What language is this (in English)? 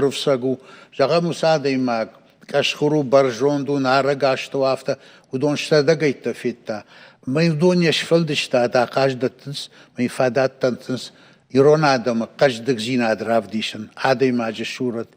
Ossetic